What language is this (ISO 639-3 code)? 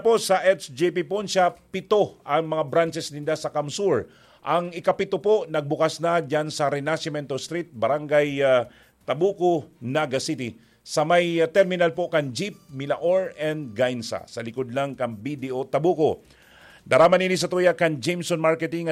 bik